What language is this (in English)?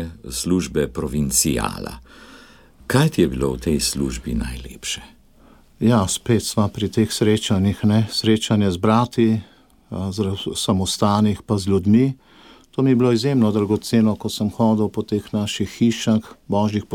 Slovenian